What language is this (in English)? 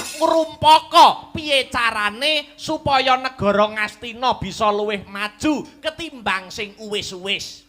Javanese